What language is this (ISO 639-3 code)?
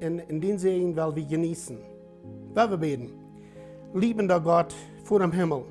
pdt